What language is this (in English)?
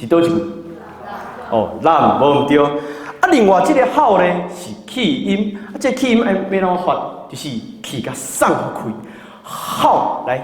Min Nan Chinese